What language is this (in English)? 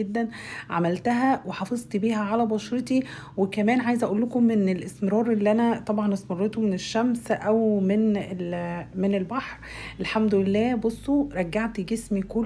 Egyptian Arabic